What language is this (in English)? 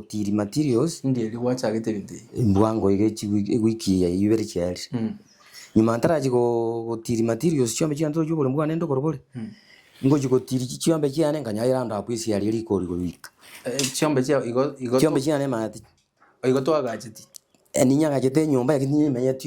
Gusii